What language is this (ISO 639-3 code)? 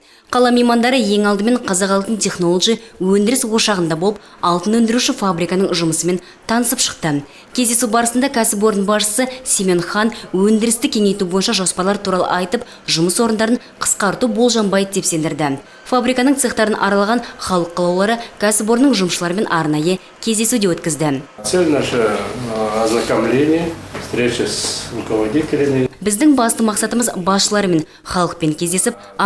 kaz